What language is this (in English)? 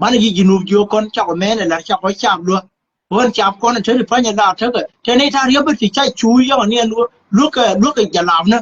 Nuer